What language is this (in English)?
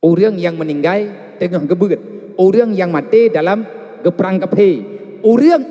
Achinese